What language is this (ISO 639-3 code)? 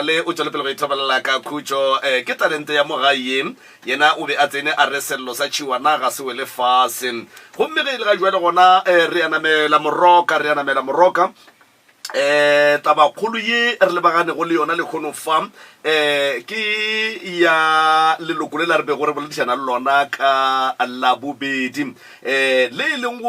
nso